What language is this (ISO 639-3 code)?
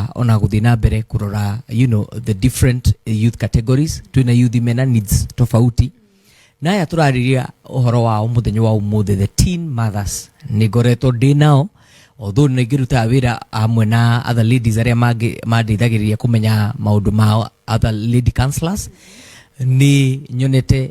kik